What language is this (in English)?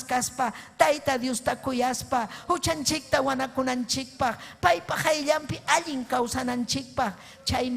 Ayacucho Quechua